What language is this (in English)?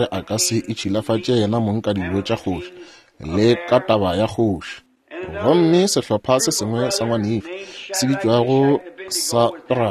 Northern Sotho